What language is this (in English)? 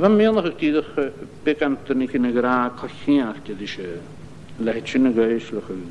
Scottish Gaelic